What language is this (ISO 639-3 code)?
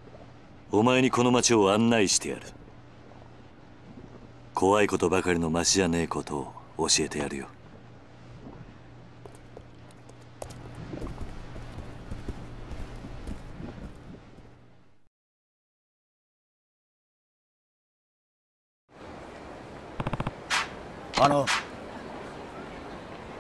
jpn